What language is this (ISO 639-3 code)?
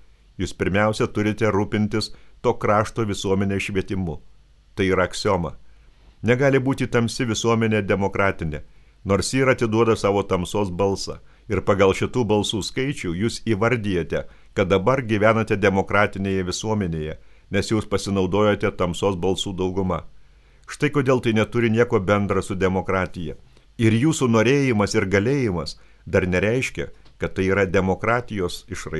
lit